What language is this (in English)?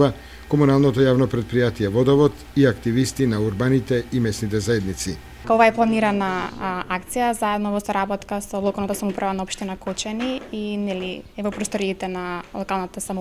Macedonian